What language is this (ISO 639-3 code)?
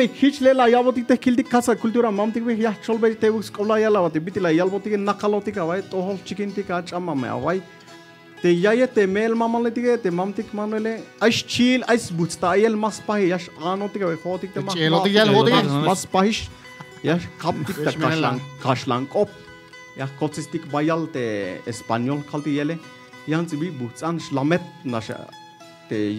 tzh